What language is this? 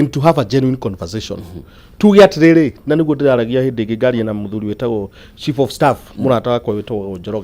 Kikuyu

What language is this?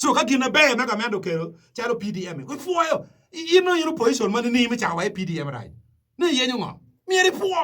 Acoli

